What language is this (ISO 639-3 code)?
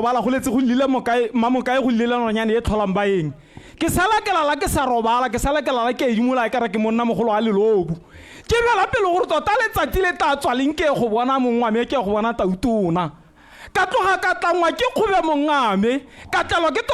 tsn